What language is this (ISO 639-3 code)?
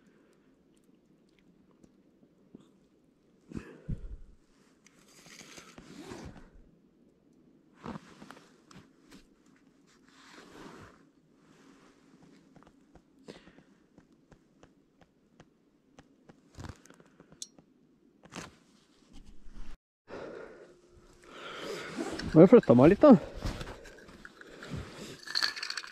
nor